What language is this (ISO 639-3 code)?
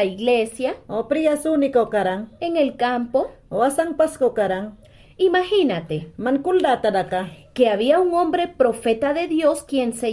yan